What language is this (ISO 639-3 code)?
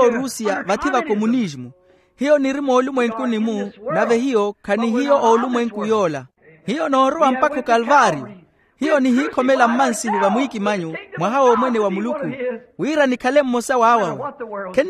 vmw